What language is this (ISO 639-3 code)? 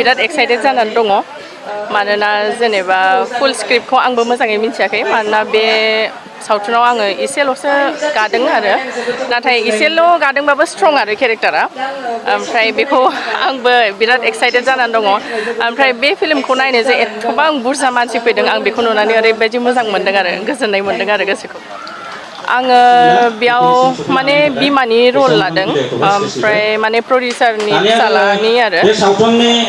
brx